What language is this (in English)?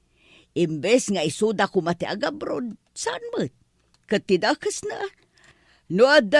Iloko